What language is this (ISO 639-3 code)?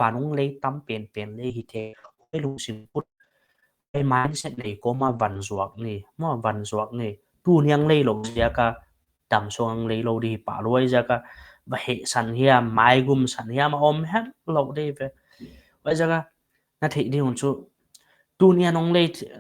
pck